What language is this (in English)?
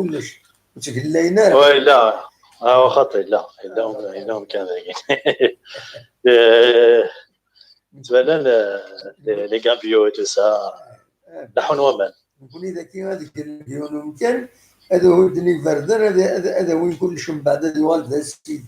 Kabyle